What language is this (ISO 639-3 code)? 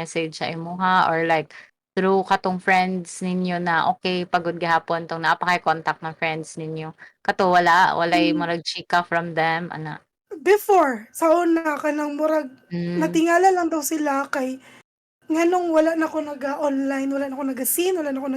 ceb